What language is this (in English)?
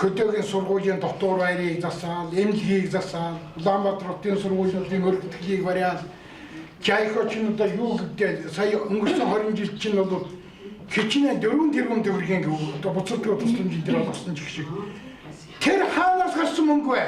Mongolian